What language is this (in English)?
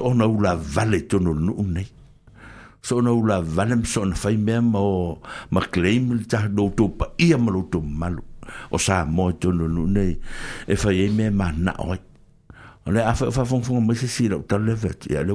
Samoan